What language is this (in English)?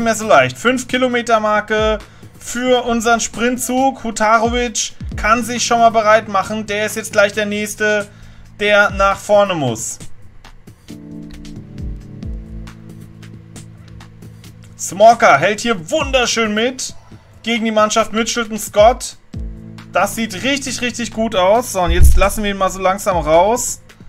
German